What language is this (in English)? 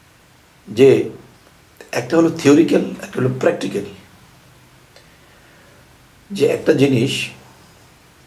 Bangla